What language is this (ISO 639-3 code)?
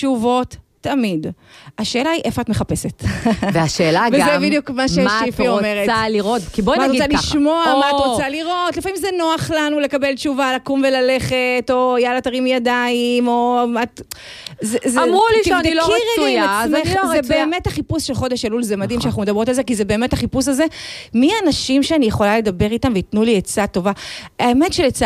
heb